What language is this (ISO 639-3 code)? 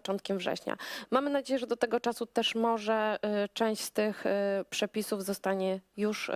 pol